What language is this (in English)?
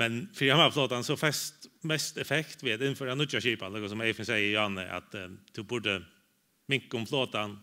Faroese